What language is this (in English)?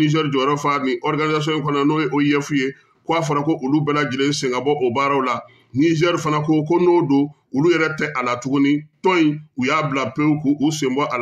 Bambara